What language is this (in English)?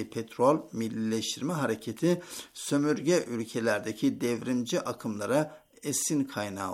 Turkish